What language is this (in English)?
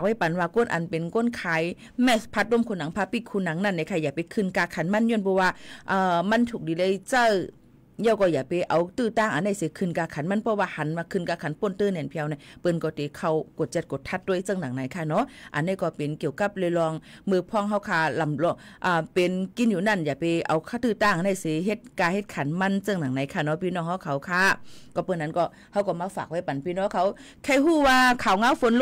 Shan